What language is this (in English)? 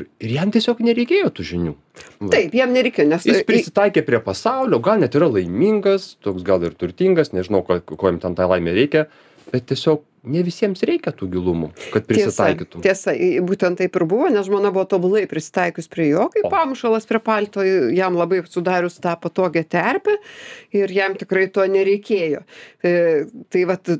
Lithuanian